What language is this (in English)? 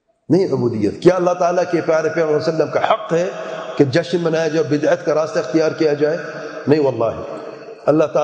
Urdu